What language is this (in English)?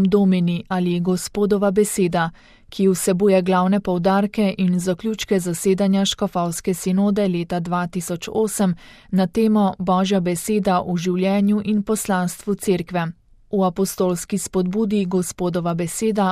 Slovenian